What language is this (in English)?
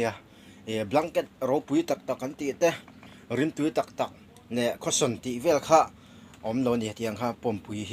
Mizo